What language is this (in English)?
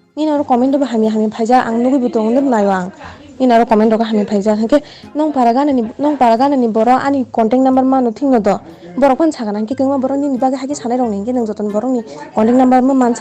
Kok Borok